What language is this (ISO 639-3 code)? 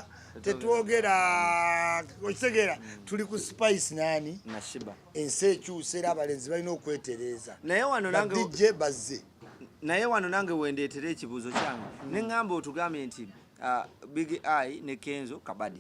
lug